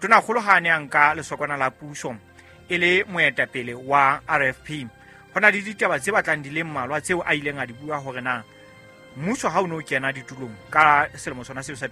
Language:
Southern Sotho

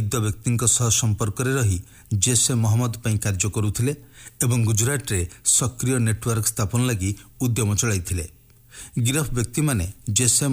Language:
Odia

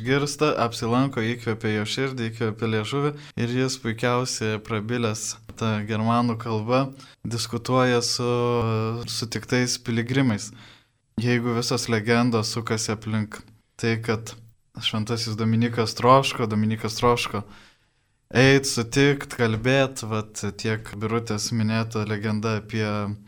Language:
Lithuanian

